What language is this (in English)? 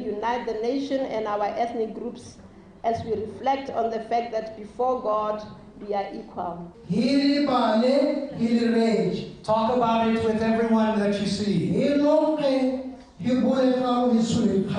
Tswana